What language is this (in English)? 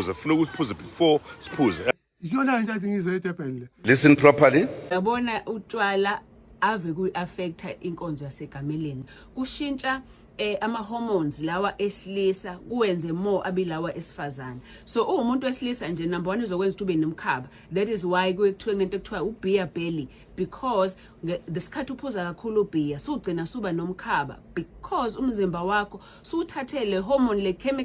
Zulu